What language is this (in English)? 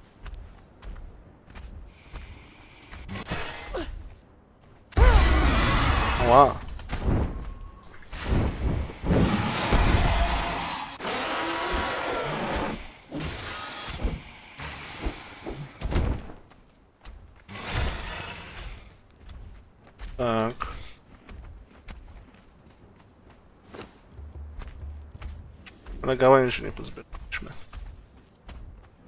Polish